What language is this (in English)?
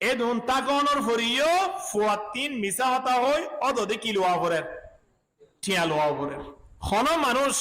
Rohingya